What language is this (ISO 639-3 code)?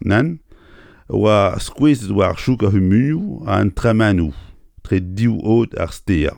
bre